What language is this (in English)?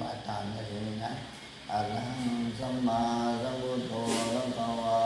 Pali